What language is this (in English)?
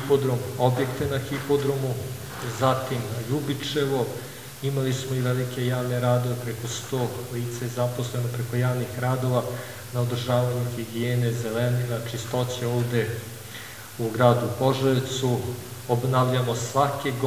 Serbian